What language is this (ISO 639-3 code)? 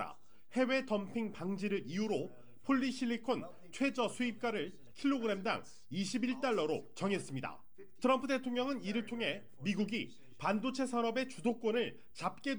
kor